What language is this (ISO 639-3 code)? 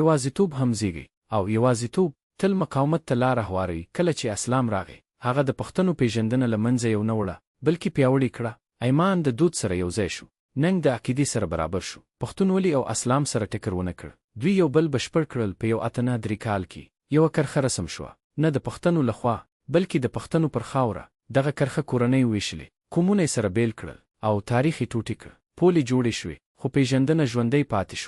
pus